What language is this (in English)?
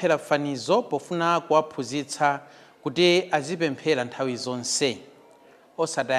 Nyanja